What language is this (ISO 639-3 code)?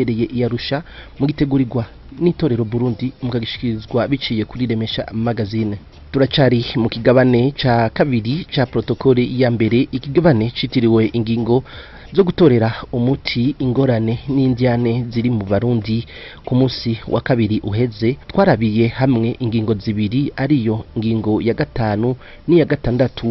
run